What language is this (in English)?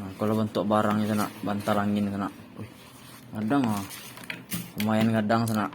Minangkabau